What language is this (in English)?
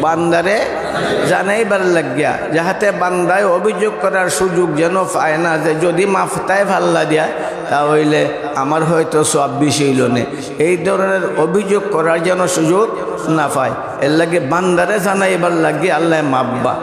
Sylheti